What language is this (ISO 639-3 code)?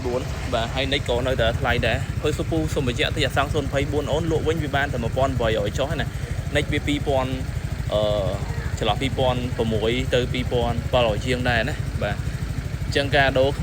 khm